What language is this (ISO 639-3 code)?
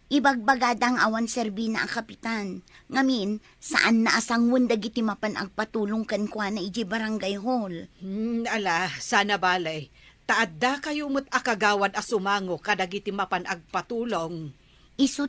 ilo